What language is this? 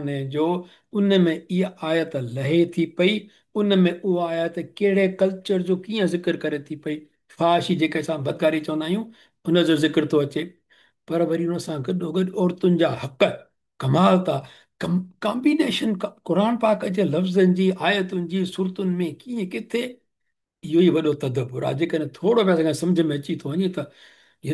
Sindhi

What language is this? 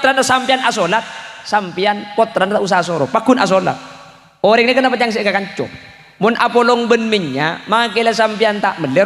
Madurese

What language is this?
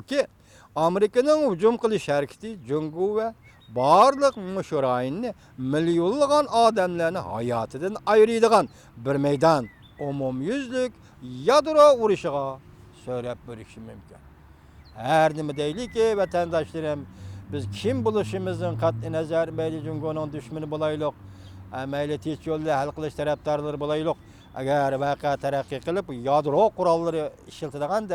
Uyghur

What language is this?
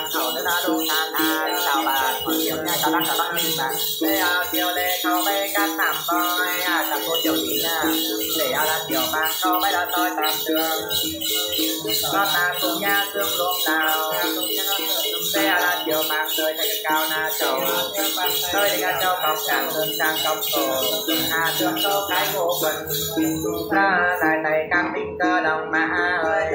Vietnamese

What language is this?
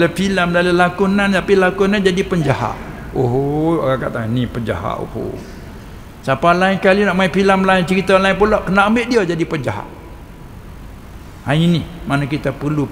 Malay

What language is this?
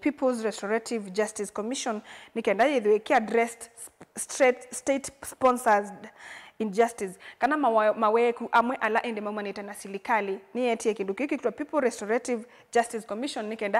Kamba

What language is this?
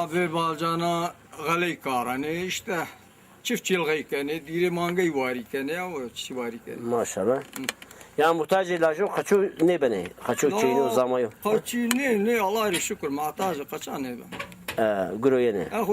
Zaza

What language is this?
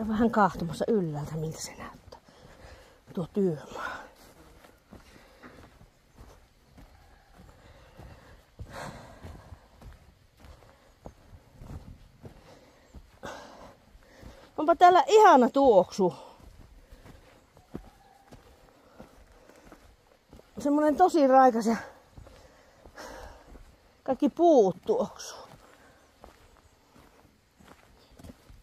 Finnish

